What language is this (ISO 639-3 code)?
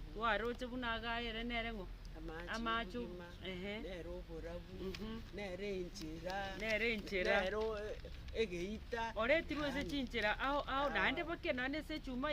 guz